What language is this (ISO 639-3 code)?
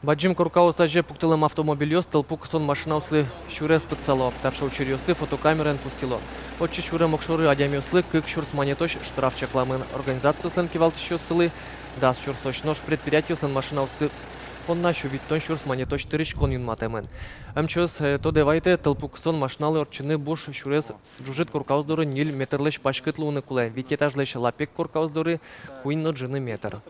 udm